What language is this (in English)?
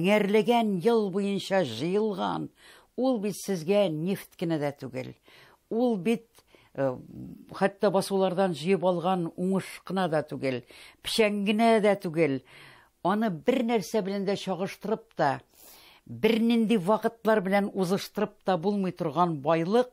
Tatar